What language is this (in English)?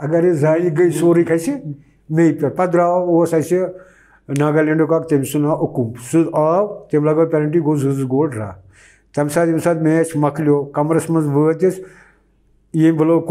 Kashmiri